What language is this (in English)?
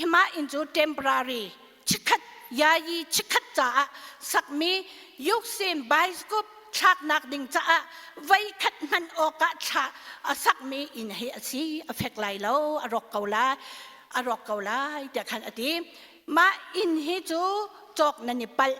Hakha Chin